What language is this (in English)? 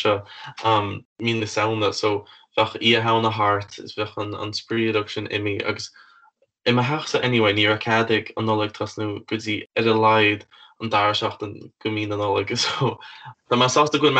Irish